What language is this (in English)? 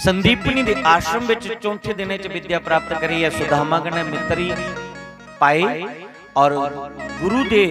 Dogri